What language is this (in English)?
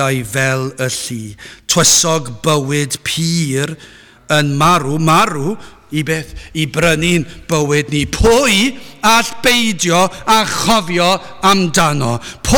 Welsh